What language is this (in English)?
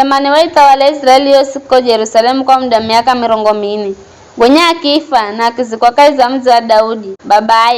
Giryama